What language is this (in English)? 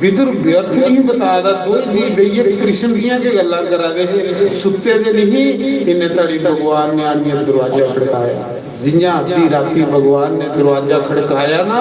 Dogri